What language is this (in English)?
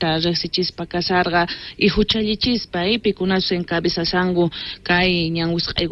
South Bolivian Quechua